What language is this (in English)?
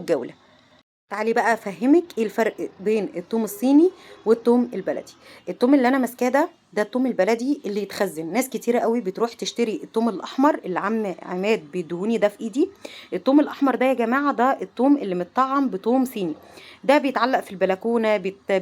Egyptian Arabic